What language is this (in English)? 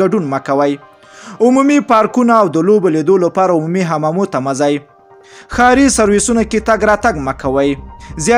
Pashto